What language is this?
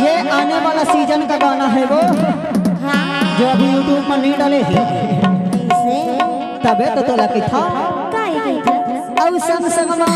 Chhattisgarhi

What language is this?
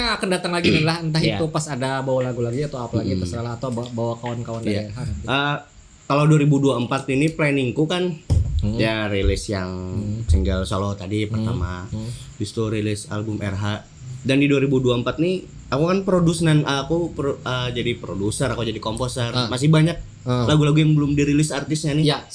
Banjar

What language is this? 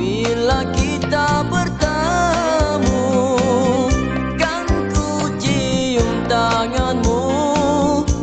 Malay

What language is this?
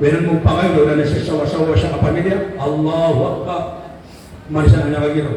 Maranao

